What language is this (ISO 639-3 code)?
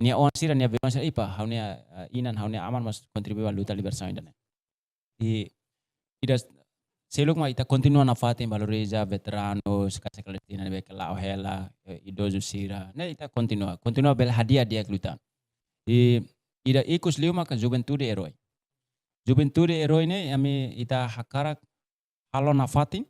tet